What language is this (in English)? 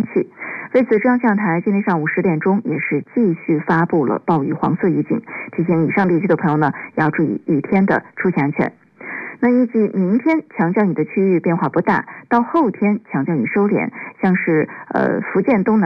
Chinese